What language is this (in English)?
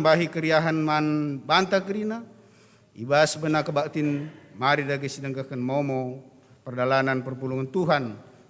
Batak Karo